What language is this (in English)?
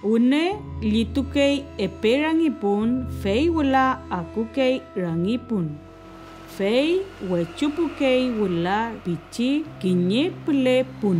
Mapuche